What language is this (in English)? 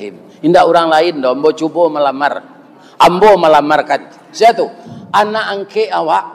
Minangkabau